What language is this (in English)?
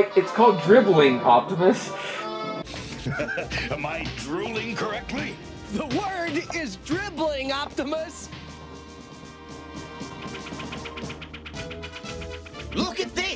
English